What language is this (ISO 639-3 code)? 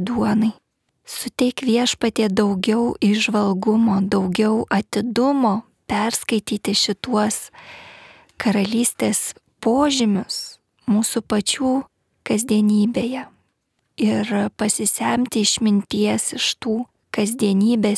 lit